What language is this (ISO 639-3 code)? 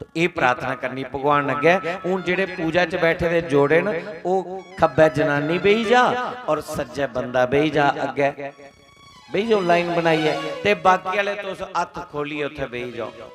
doi